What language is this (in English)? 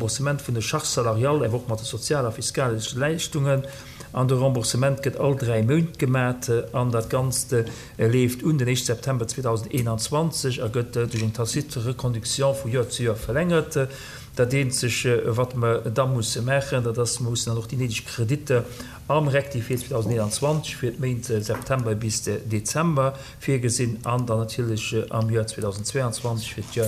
Luxembourgish